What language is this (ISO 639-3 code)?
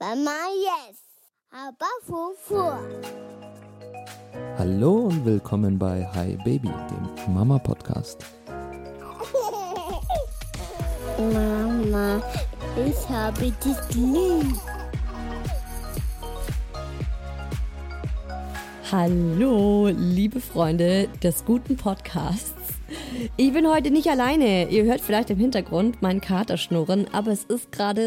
deu